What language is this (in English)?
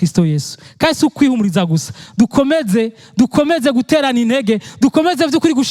Rundi